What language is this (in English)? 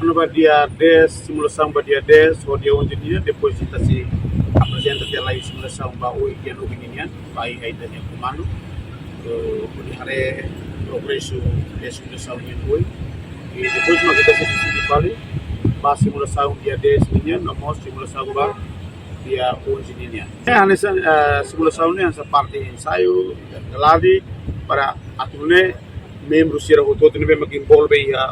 Tetum